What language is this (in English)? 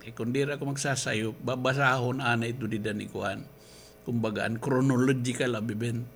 Waray